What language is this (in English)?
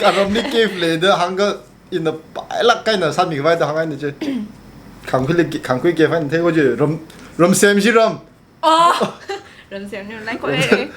Tangkhul Naga (India)